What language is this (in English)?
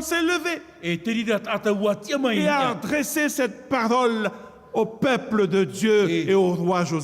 Tahitian